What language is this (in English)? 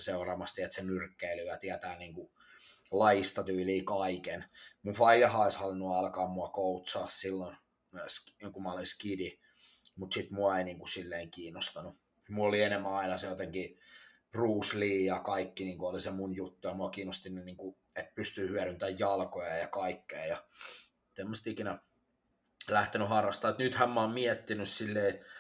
Finnish